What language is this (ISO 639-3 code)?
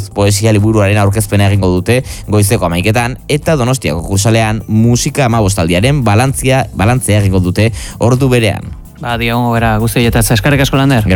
eus